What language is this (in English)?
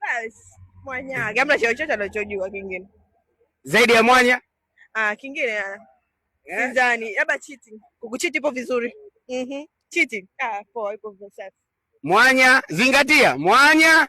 Swahili